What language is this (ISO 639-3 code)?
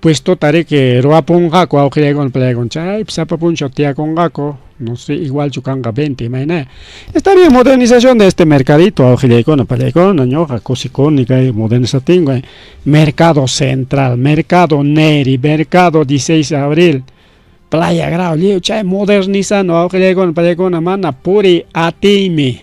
quy